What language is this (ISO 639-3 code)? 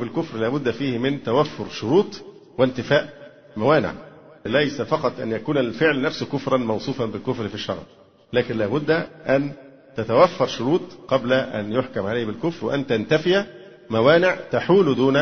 ara